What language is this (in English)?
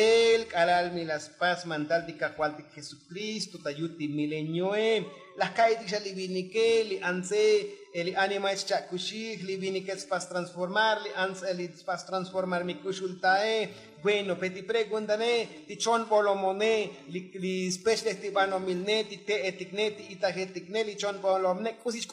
Tzotzil